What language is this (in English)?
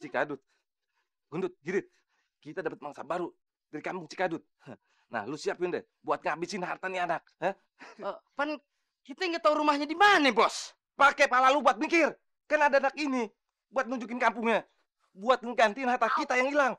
Betawi